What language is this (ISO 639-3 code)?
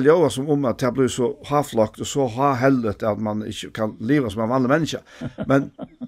fao